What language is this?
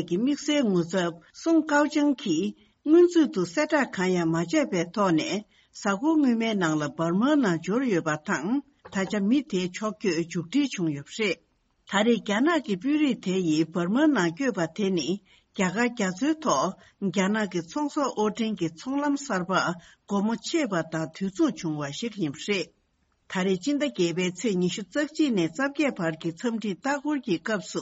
Tibetan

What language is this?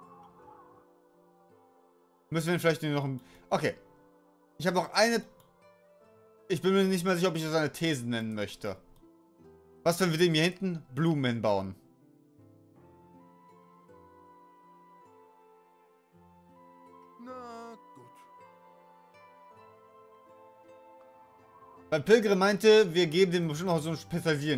German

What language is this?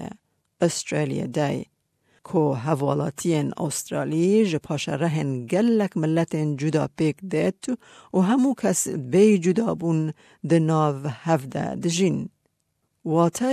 Kurdish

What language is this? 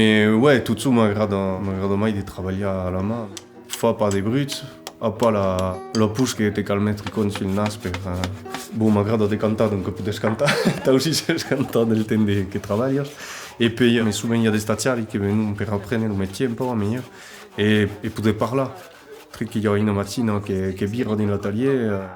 Occitan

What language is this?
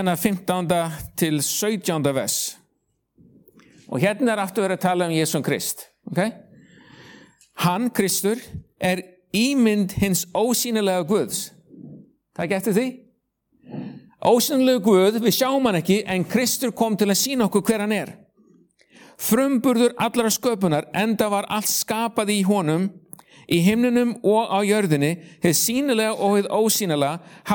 Icelandic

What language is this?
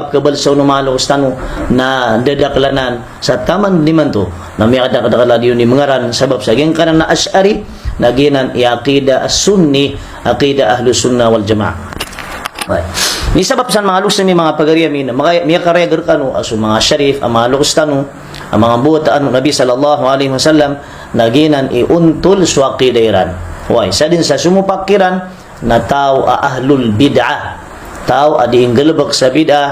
Maranao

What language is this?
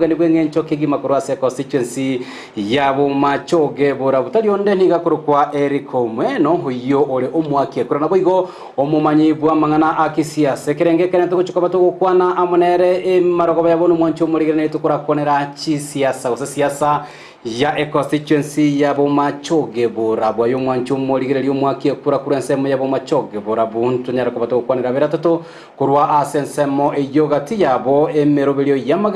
Gusii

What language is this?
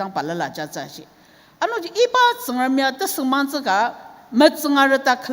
Ao Naga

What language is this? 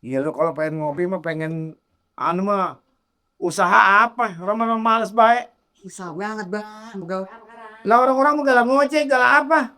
Betawi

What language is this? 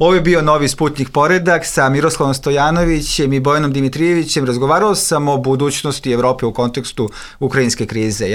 Serbian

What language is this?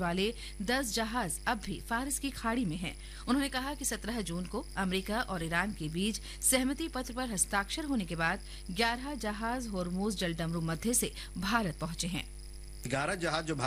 Hindi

